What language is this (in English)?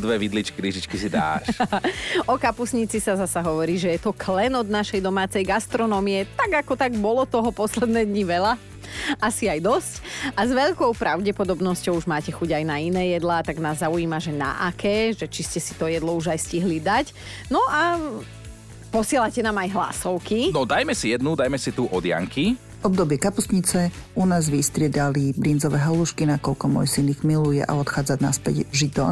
Slovak